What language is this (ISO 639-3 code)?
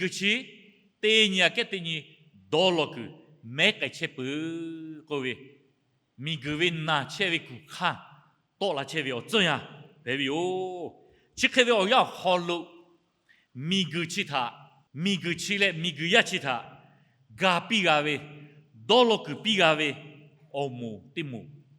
lhu